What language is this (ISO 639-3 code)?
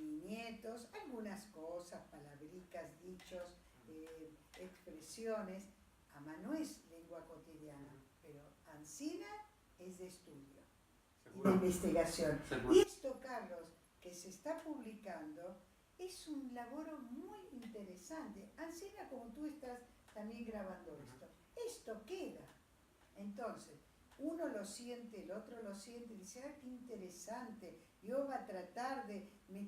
lad